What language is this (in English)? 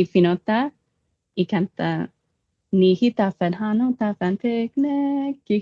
Chamorro